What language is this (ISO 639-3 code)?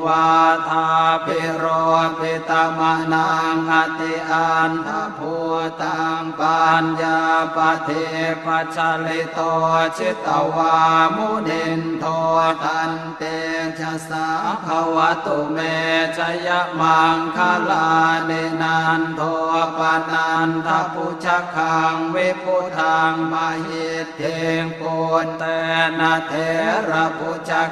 pli